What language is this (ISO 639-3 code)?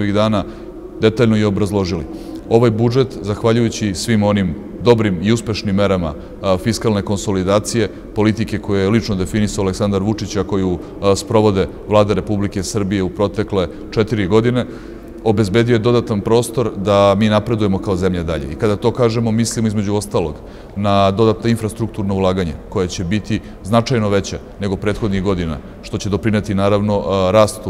srp